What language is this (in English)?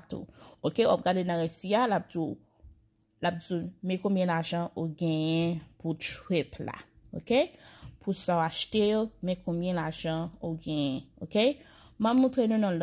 Haitian Creole